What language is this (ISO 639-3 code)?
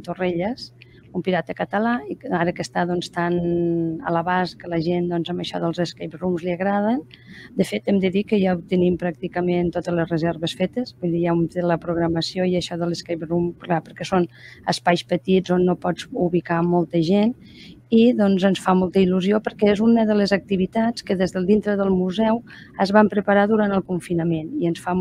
cat